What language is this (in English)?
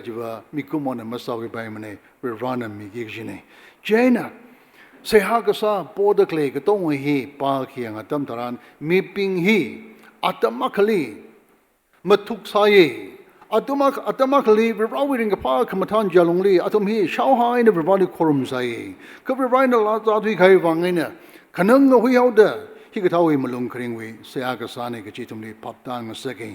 Tangkhul Naga (India)